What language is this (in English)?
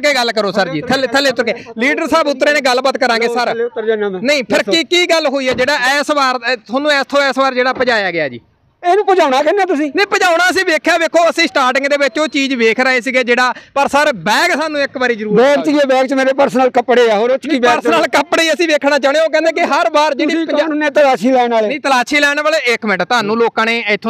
Punjabi